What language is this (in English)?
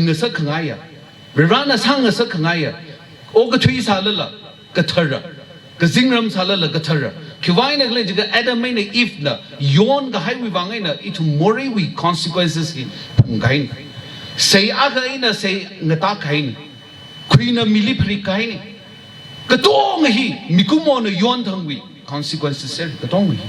Tangkhul Naga (India)